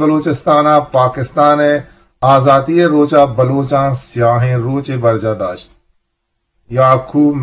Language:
Eastern Balochi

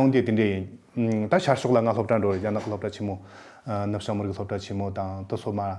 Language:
Tibetan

